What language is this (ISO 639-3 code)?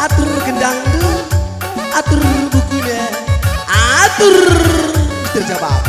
btx